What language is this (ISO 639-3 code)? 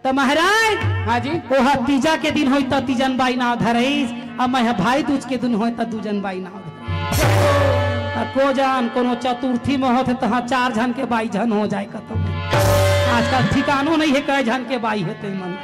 hne